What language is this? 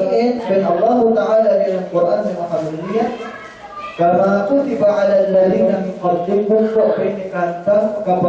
Yakan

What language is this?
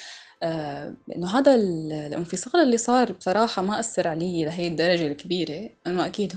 North Levantine Arabic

